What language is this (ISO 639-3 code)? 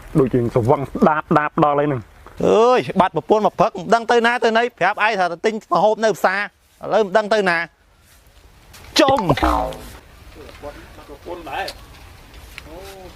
khm